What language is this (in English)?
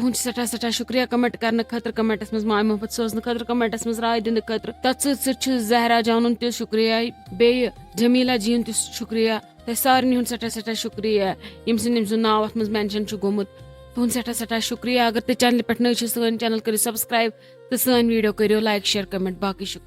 Kashmiri